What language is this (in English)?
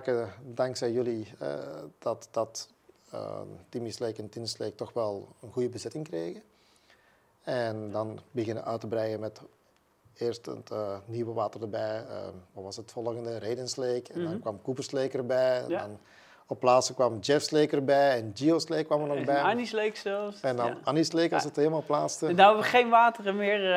Dutch